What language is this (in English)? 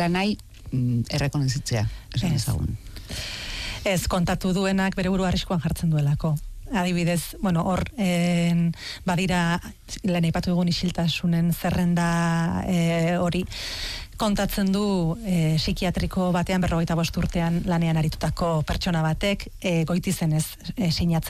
Basque